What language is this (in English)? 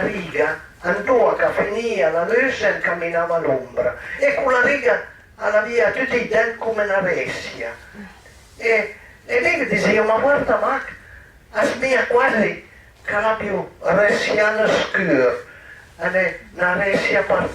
Piedmontese